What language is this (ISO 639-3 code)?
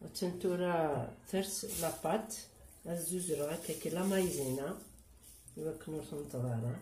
kab